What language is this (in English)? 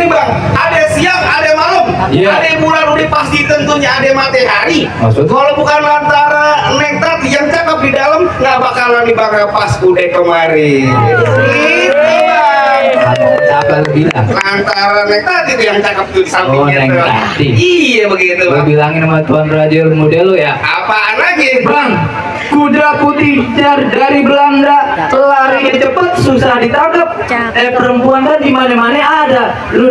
Betawi